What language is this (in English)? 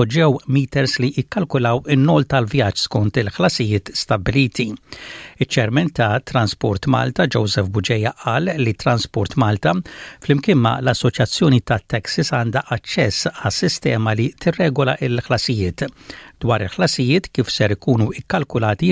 Maltese